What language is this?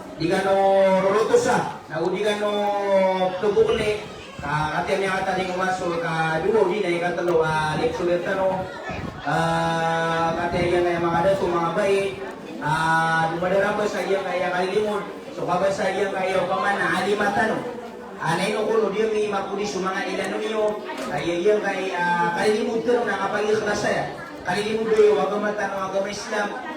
Maranao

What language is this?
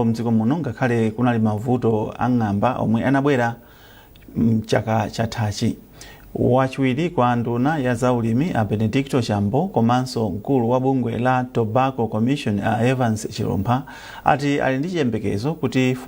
Nyanja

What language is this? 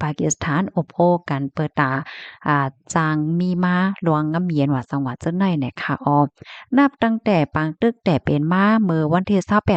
Shan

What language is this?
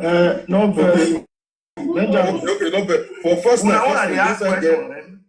Nigerian Pidgin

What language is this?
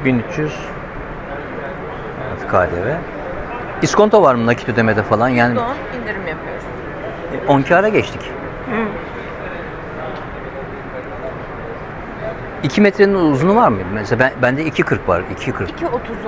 Turkish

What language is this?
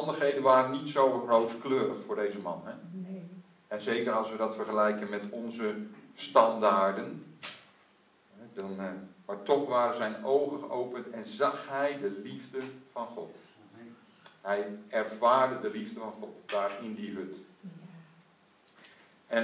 Dutch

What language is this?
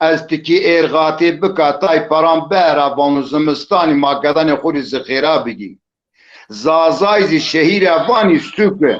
Zaza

